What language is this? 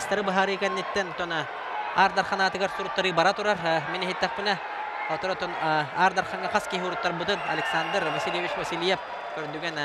Yakut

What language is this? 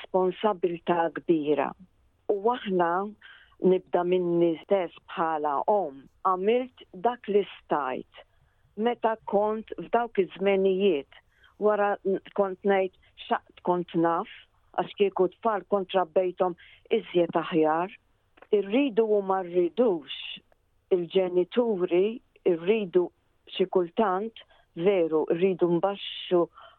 Maltese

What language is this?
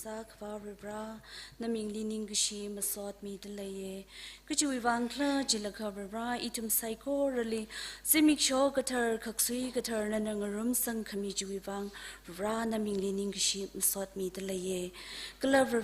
Tangkhul Naga (India)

